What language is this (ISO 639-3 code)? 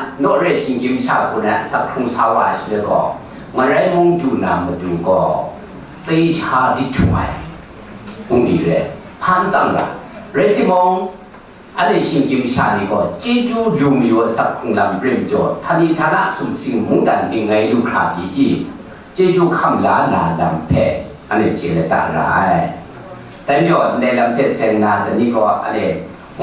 kac